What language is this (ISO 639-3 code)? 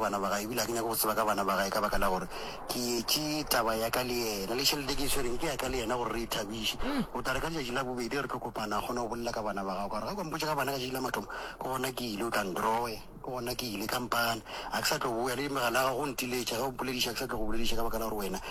nso